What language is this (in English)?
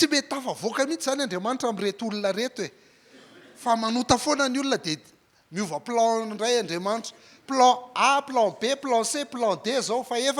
Malagasy